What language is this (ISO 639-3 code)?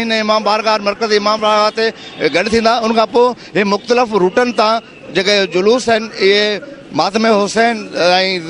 snd